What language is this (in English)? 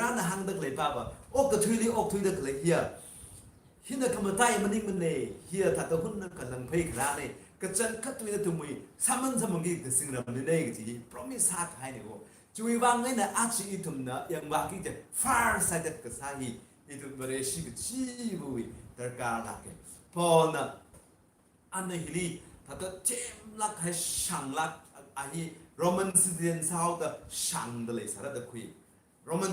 Tangkhul Naga (India)